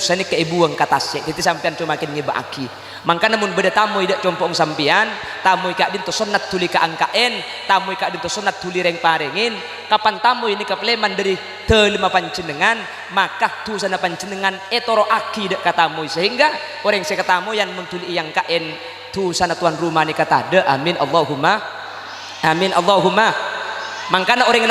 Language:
Madurese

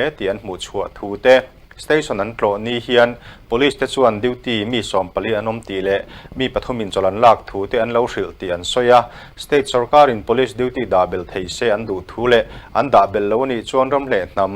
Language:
Mizo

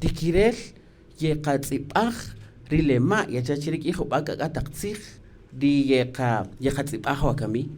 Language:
Kaqchikel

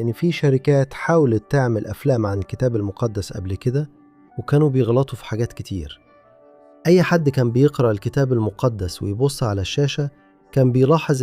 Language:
Egyptian Arabic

